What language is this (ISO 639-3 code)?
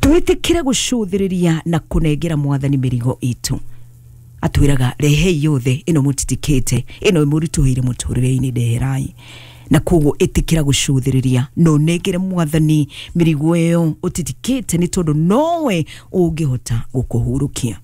kik